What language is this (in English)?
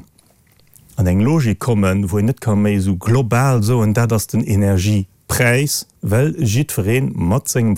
Luxembourgish